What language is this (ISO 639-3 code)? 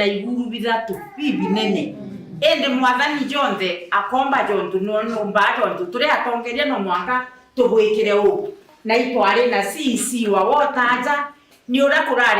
mer